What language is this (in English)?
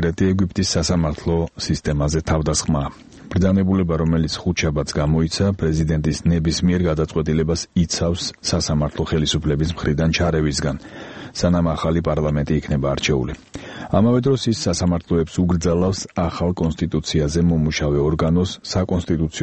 Georgian